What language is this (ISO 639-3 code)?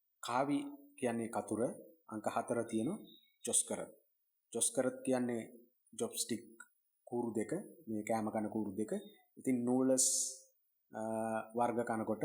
sin